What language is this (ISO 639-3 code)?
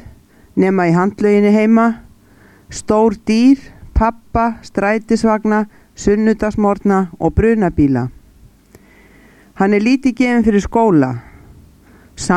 isl